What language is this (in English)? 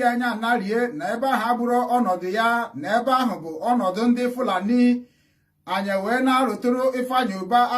Igbo